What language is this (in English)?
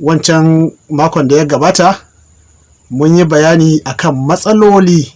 Hausa